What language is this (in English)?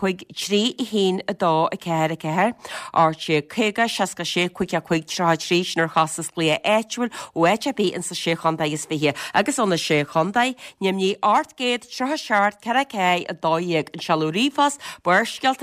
Irish